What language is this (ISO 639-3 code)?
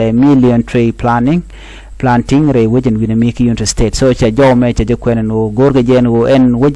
nus